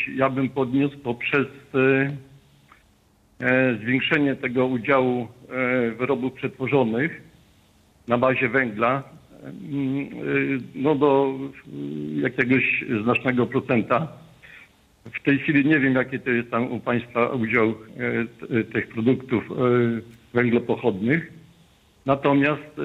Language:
Polish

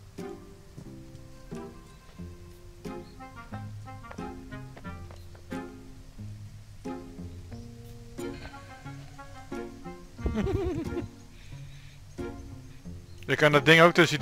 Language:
Dutch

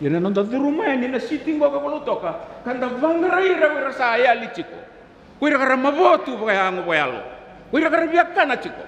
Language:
Fijian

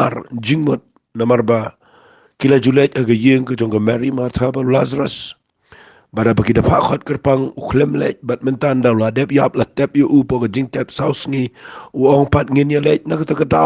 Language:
Khasi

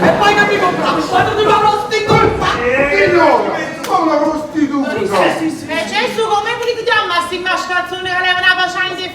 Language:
Neapolitan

